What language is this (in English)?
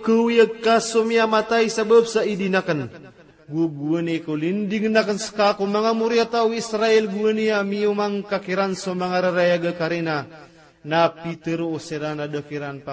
Maranao